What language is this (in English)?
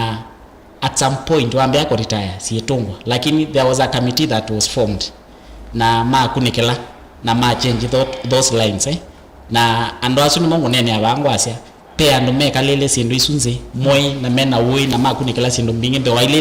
Kamba